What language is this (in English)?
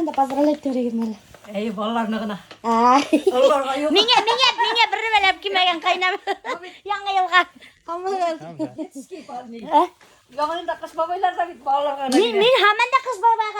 Bashkir